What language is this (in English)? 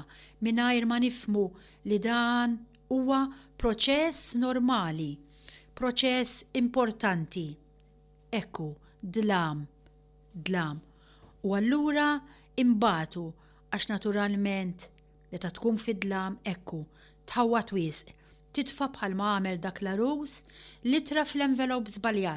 Maltese